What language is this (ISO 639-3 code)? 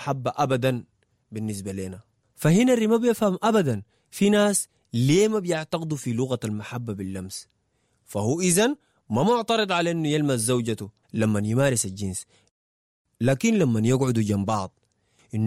apd